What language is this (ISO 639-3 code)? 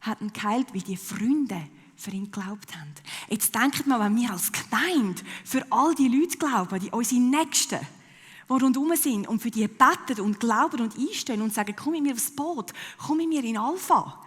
gsw